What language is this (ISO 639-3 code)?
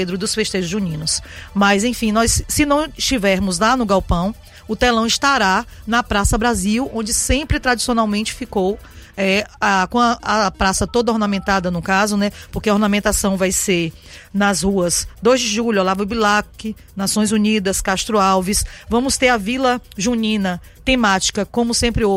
por